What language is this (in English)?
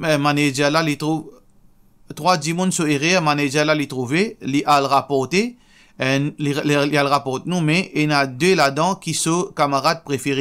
Morisyen